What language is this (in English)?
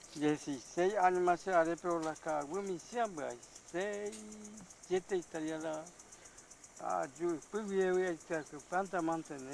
Guarani